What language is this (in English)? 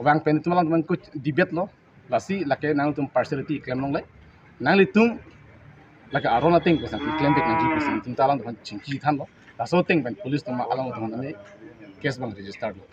Karbi